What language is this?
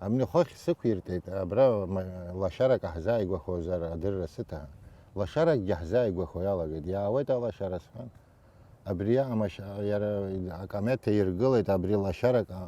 Abkhazian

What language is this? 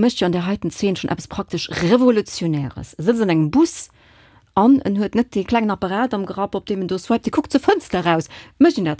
Luxembourgish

